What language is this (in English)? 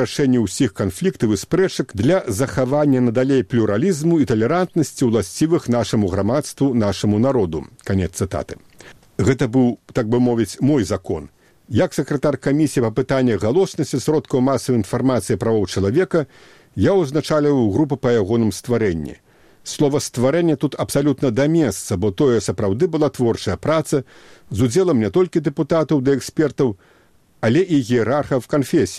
Belarusian